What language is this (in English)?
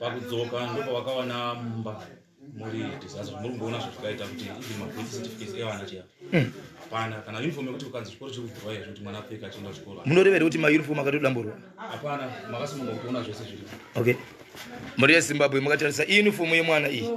Shona